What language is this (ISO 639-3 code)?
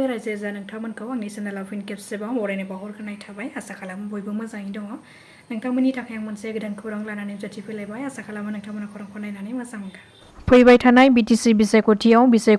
brx